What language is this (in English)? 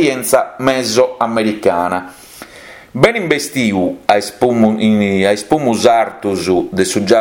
Sardinian